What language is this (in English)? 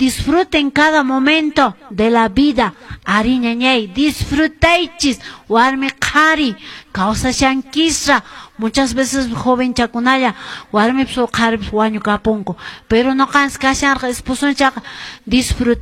Quechua